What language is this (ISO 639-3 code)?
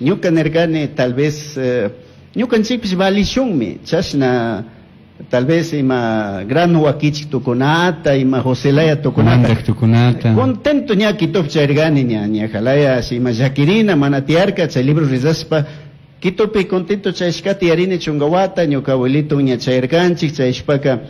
qug